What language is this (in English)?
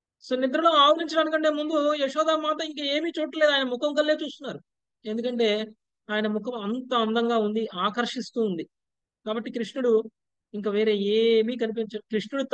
Telugu